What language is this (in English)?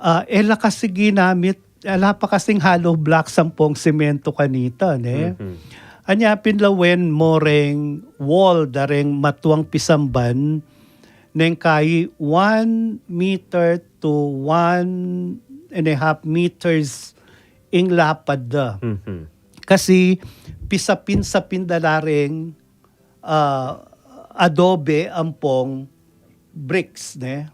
Pampanga